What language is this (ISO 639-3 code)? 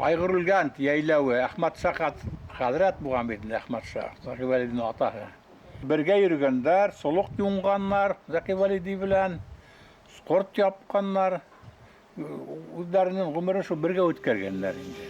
bak